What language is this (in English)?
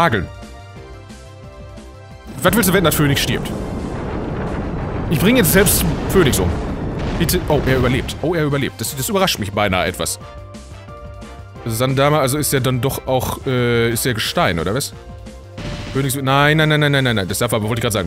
German